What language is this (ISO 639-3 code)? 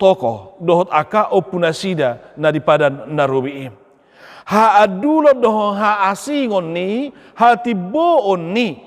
bbc